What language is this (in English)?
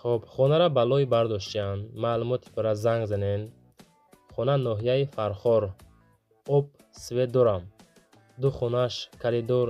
Tajik